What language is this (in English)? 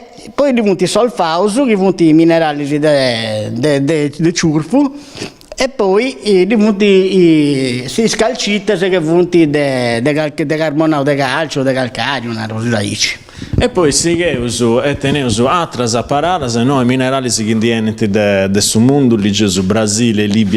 Sardinian